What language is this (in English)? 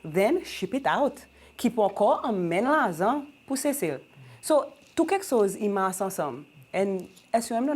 Seselwa Creole French